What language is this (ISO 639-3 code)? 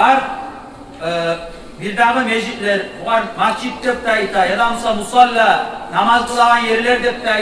kum